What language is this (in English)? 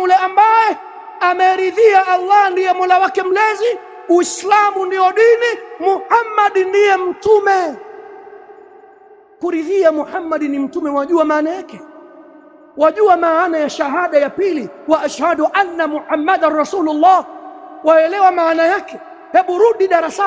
Swahili